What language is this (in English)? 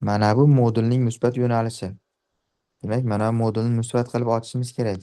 Uzbek